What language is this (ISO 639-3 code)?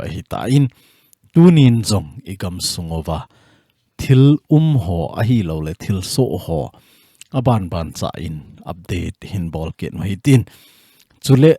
tcz